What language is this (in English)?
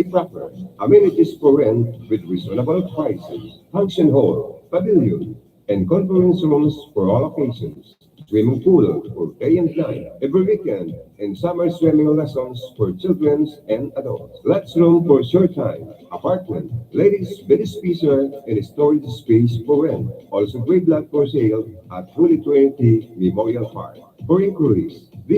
Bikol